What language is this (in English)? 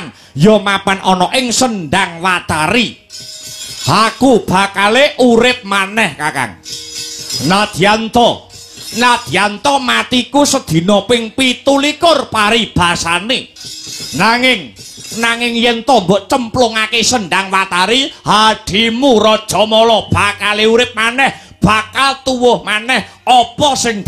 Javanese